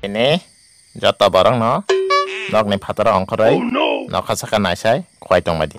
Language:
Kok Borok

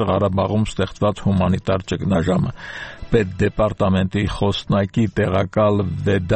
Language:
Armenian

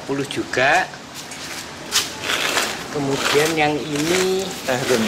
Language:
Indonesian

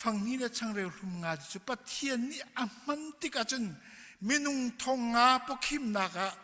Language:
Hakha Chin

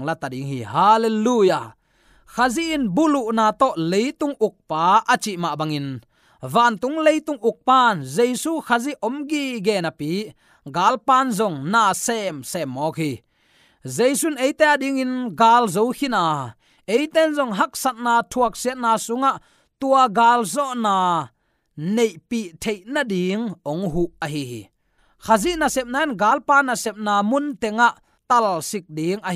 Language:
Tedim Chin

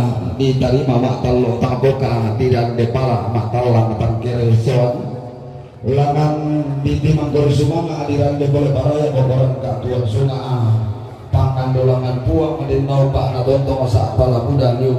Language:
Toraja-Sa'dan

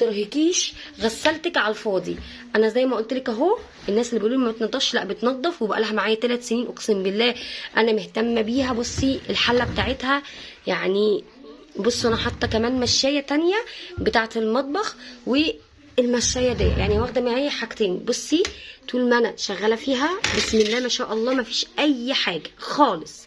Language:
Egyptian Arabic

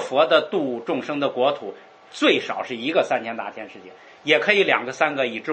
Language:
Chinese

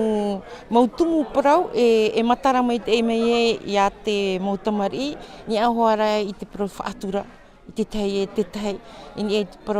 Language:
Tahitian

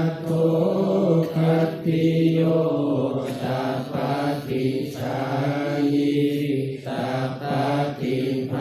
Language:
Pali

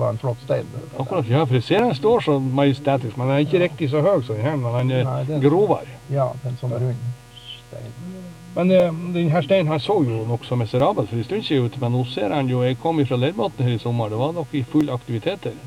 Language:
Norwegian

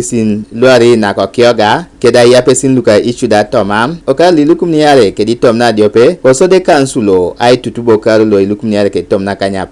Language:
Teso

